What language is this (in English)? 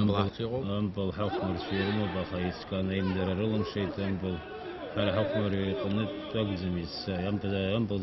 Abkhazian